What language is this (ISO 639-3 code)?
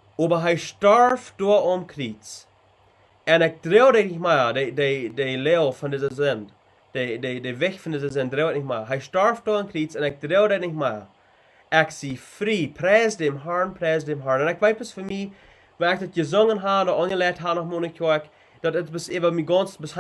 pdt